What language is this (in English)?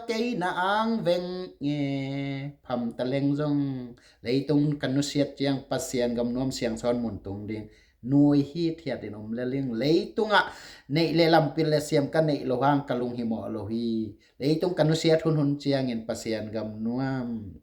Tedim Chin